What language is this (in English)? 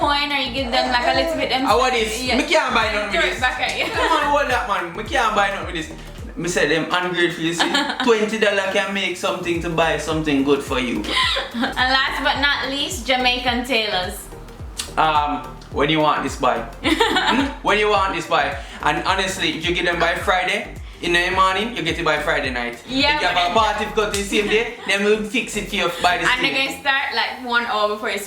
Jamaican Creole English